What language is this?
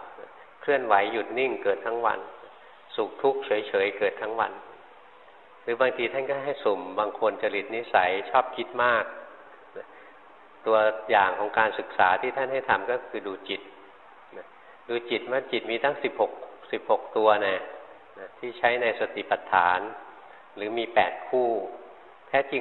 Thai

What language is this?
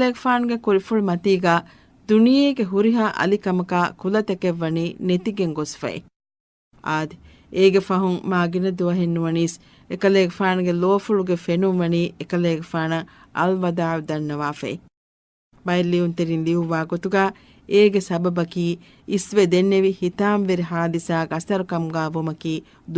Divehi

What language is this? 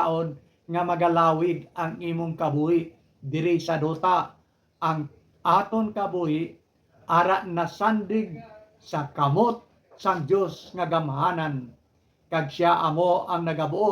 Hiligaynon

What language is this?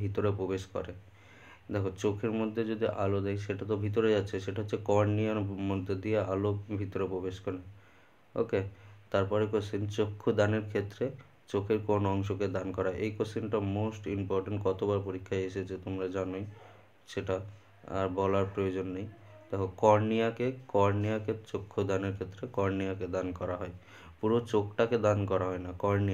Bangla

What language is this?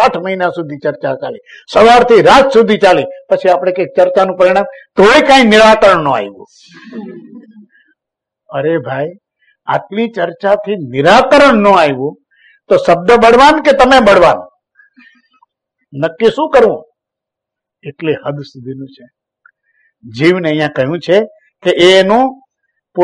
Gujarati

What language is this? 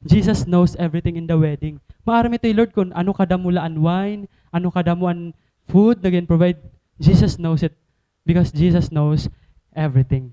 Waray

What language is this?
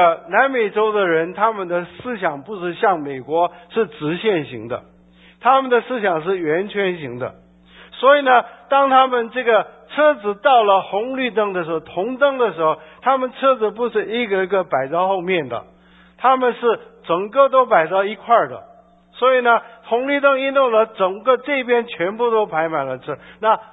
Chinese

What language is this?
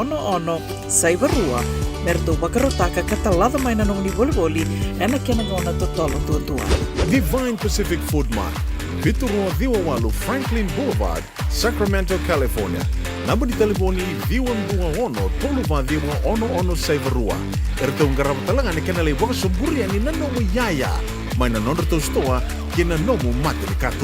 Fijian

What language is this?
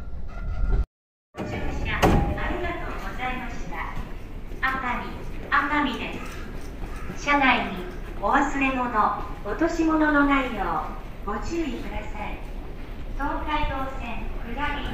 Japanese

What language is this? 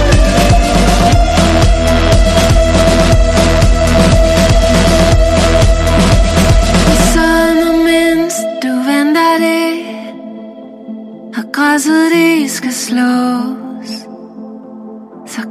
Danish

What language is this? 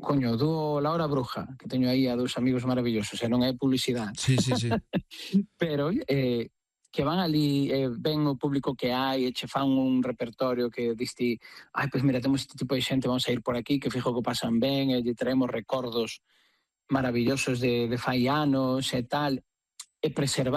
Galician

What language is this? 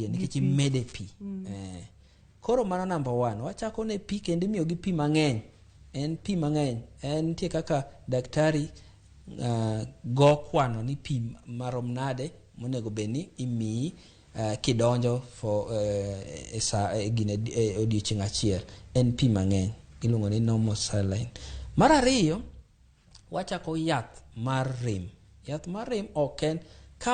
Luo (Kenya and Tanzania)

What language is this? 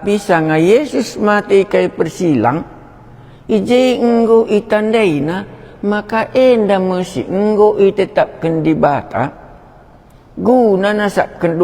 Batak Karo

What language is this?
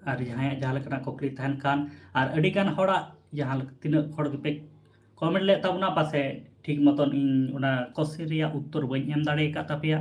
Santali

